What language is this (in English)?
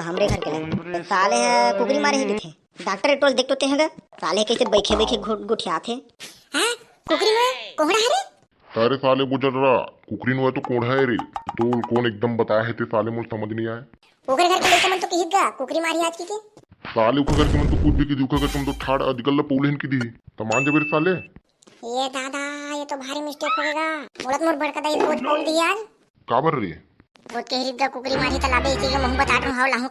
Chhattisgarhi